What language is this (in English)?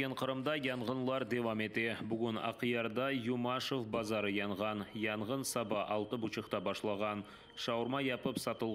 Crimean Tatar